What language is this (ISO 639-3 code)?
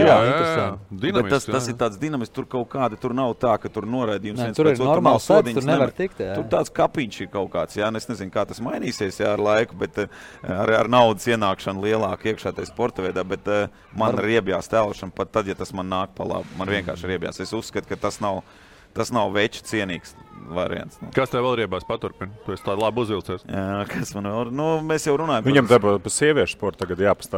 lav